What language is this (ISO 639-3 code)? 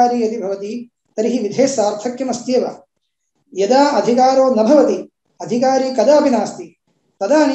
san